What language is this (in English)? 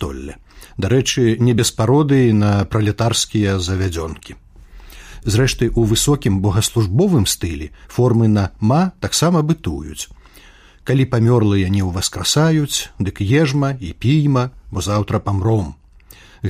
Belarusian